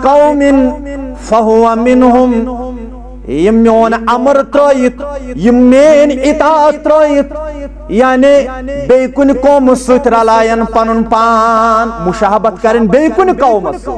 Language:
Kashmiri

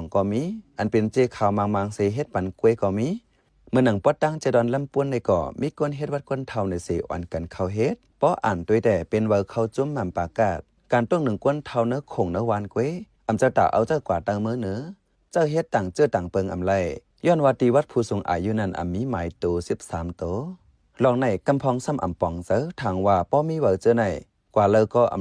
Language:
Shan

